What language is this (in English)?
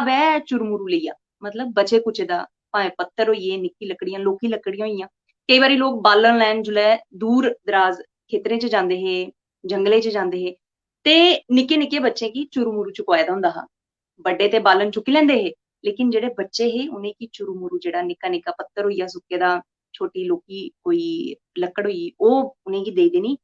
Dogri